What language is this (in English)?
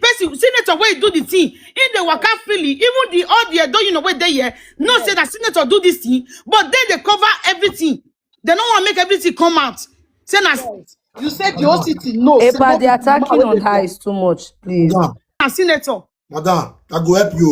Nigerian Pidgin